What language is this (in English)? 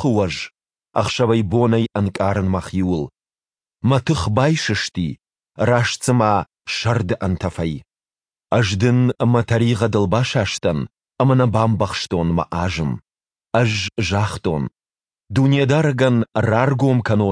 Ossetic